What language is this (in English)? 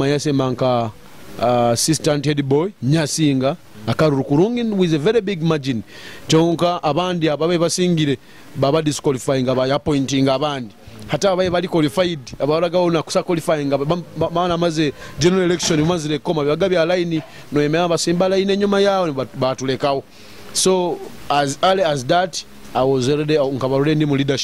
Nyoro